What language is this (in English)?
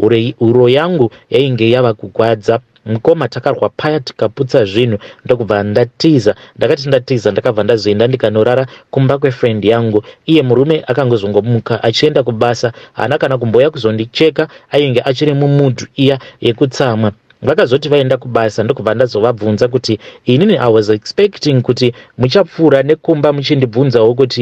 Shona